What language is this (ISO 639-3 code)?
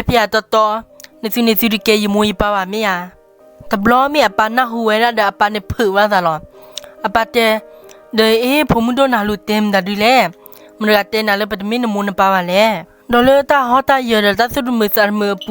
ksw